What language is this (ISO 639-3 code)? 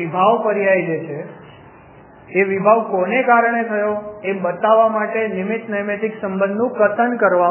guj